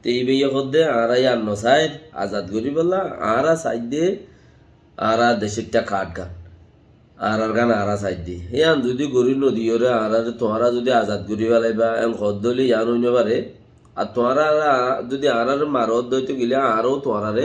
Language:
Rohingya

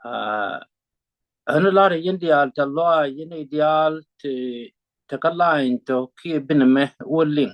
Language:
Nuer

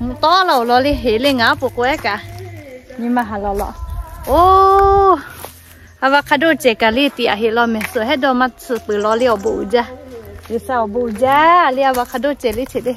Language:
Lahu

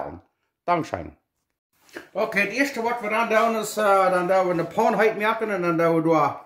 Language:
Plautdietsch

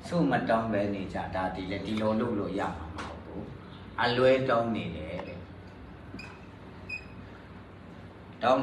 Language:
Burmese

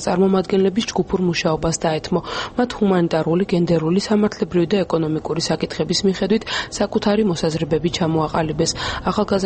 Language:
Georgian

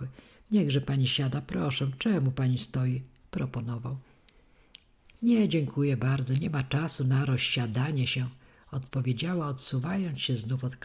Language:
Polish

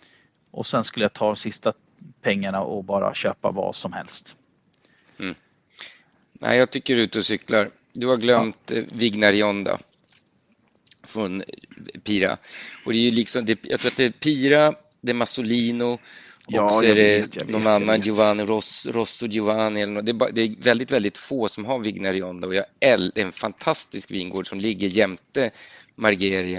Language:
Swedish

